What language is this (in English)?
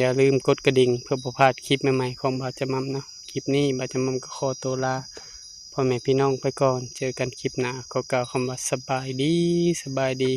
Lao